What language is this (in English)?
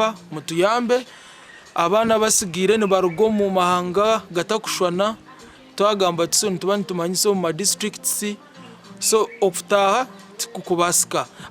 Nyankole